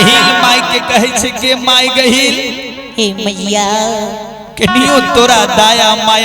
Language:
Maithili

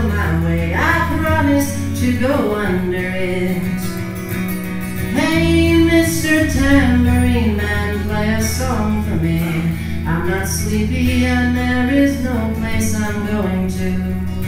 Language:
English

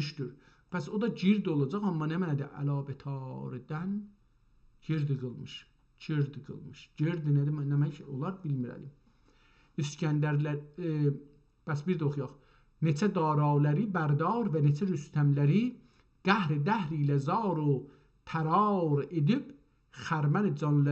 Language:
South Azerbaijani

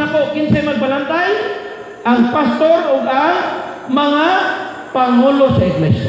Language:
Cebuano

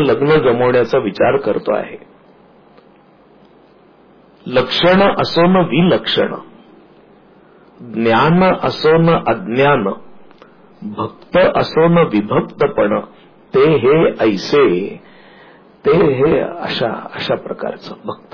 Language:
Marathi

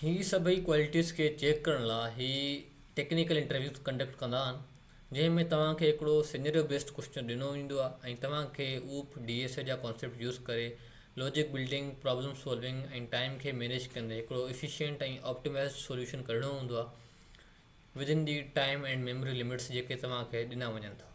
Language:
Sindhi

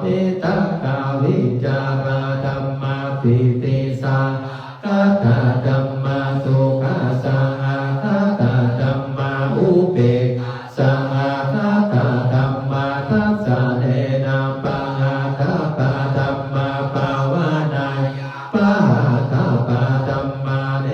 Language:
Pali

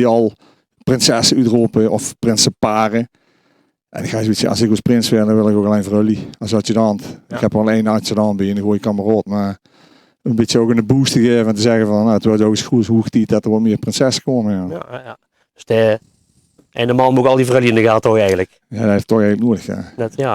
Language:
Limburgish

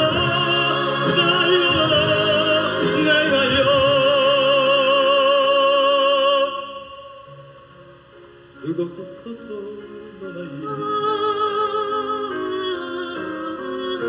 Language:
Japanese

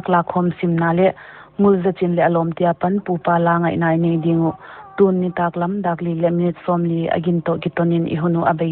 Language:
Paite Chin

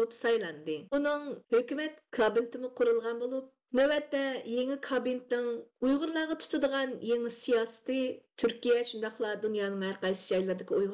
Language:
Uyghur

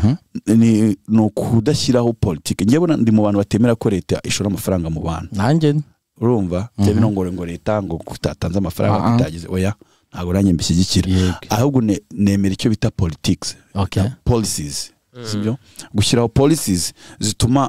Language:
Kinyarwanda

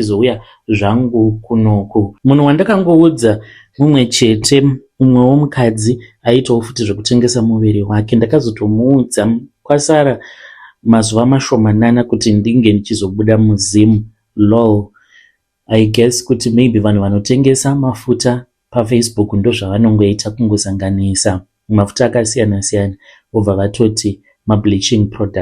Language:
Shona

